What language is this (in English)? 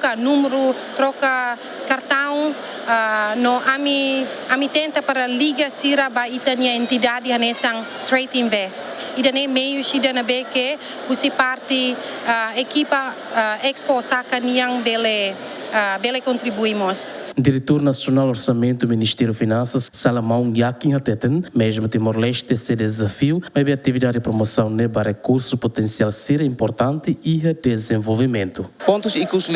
Tetum